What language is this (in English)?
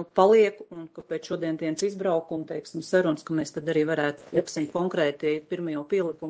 Latvian